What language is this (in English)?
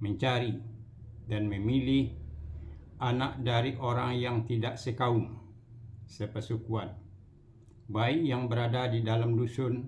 Minangkabau